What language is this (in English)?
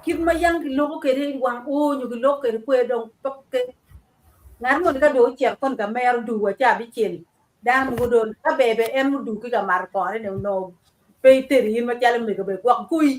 Acoli